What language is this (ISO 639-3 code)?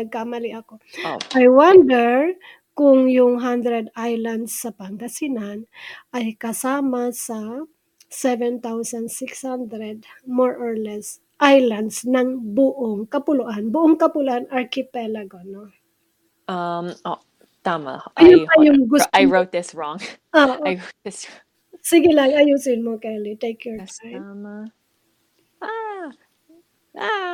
fil